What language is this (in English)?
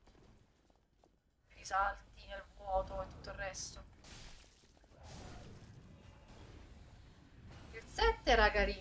Italian